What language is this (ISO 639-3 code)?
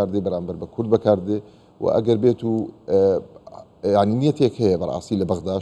ckb